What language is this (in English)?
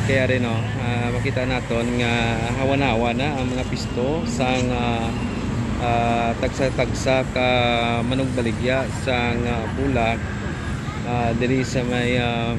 Hiligaynon